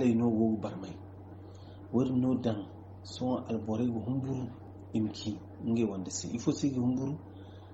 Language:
Zarma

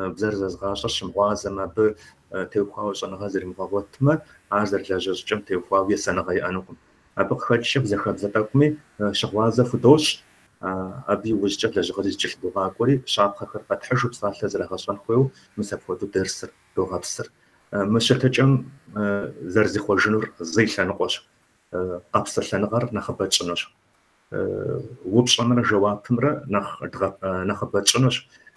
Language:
Kabardian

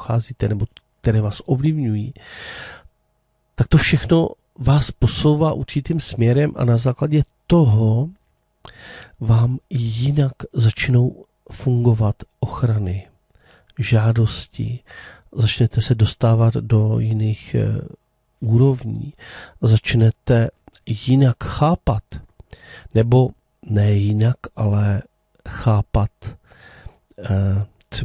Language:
Czech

